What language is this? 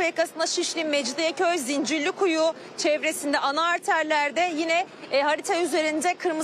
Turkish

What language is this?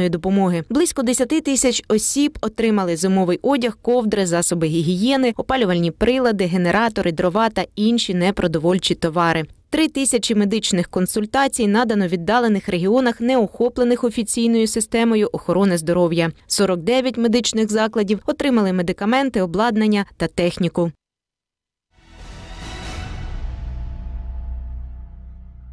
Ukrainian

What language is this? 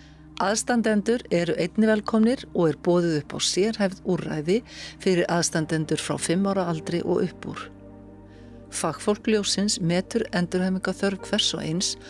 Icelandic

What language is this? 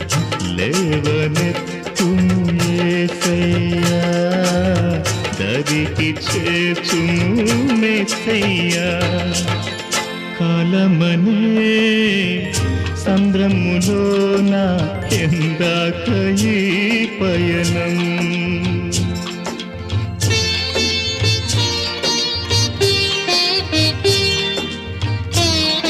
Telugu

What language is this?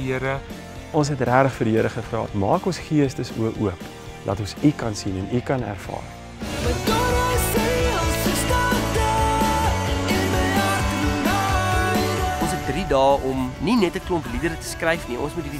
Afrikaans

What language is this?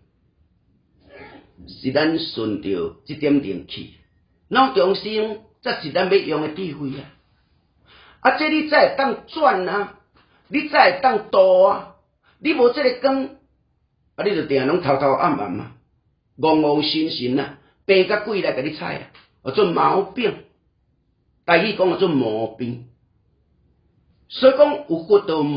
Min Nan Chinese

